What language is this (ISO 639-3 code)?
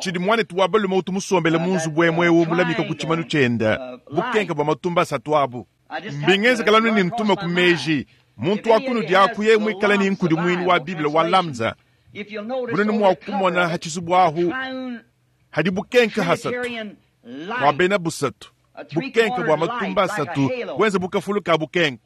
lua